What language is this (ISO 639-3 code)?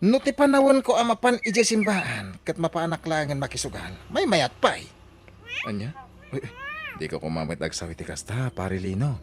ilo